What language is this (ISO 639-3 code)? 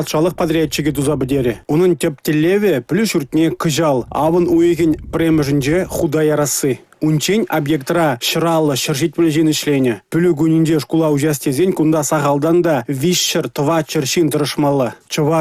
chv